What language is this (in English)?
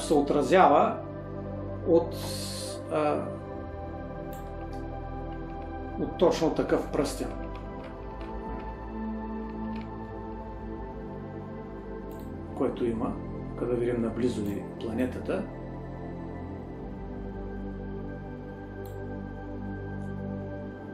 Bulgarian